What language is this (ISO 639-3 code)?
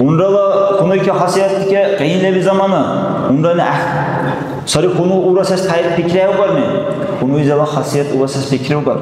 dar